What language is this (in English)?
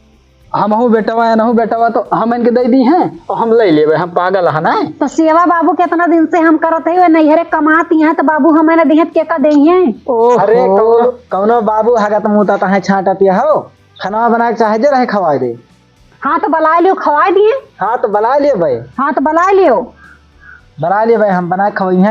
Awadhi